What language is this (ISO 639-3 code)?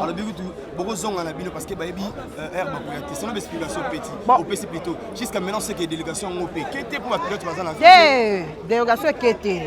lin